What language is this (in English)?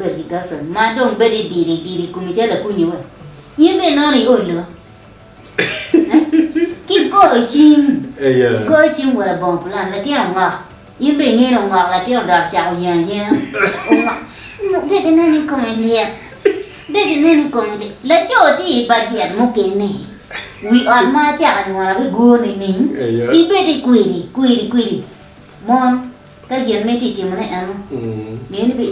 Acoli